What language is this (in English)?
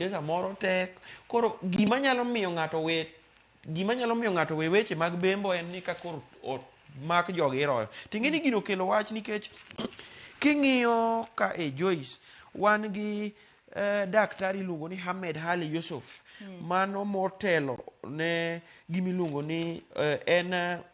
Luo (Kenya and Tanzania)